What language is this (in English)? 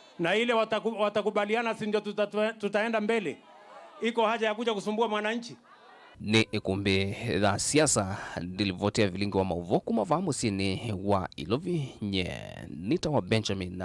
Kamba